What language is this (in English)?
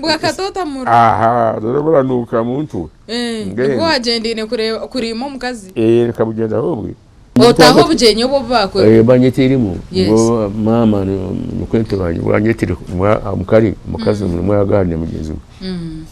Nyankole